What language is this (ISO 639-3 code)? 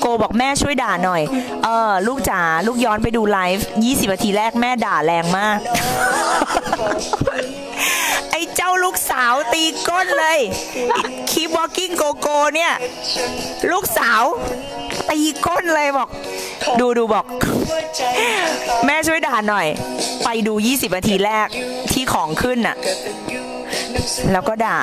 tha